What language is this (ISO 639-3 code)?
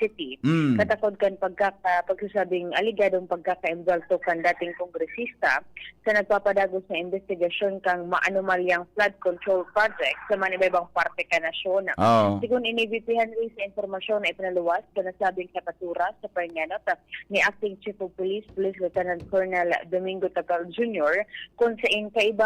bik